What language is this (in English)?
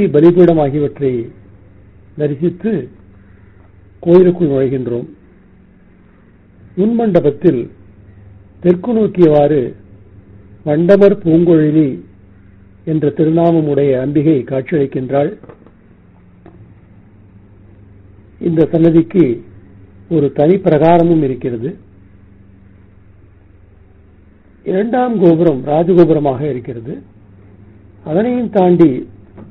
Tamil